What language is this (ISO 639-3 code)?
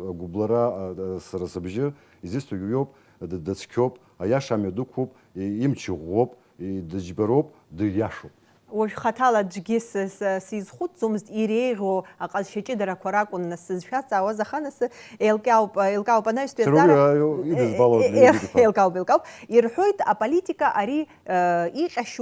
abk